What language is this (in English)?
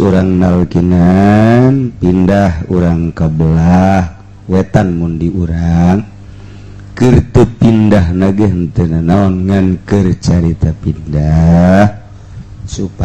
Sundanese